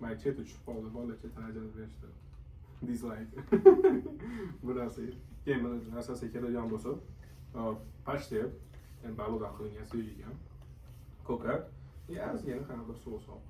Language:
Uzbek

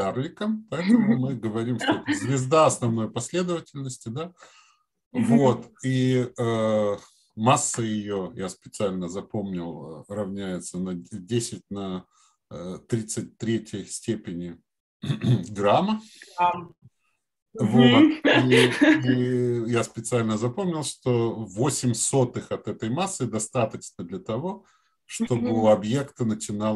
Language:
Russian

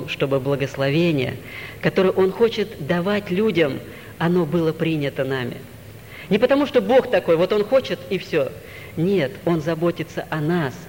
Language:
Russian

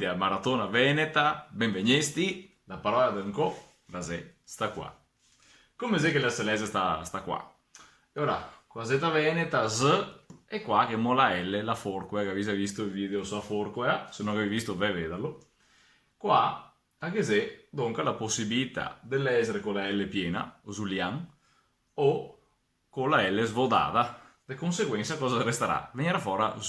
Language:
Venetian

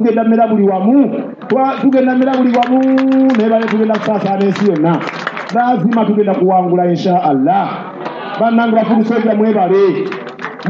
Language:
Ganda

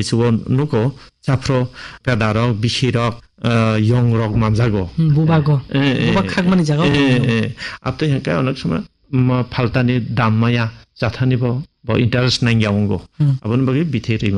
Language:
Kok Borok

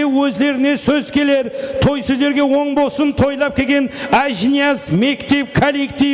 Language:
Kara-Kalpak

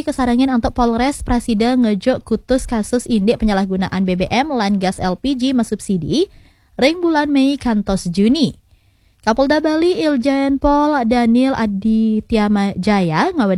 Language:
Balinese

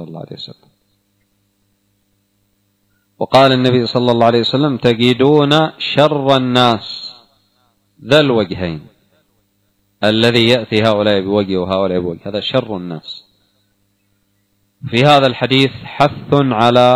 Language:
Arabic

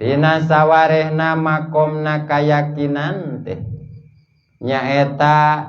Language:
Sundanese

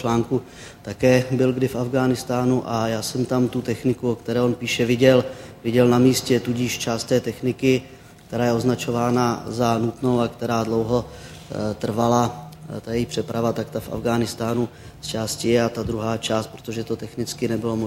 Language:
Czech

